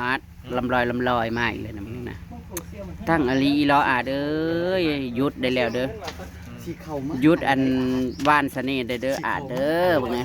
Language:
Northeastern Thai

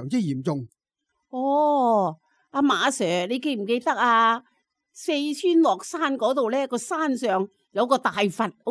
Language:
Cantonese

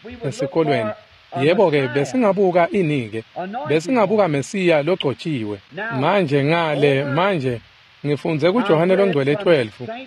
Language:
Swati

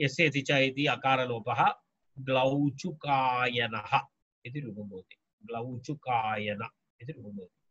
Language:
Sanskrit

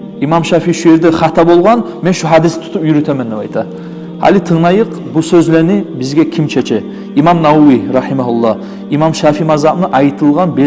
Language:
Kumyk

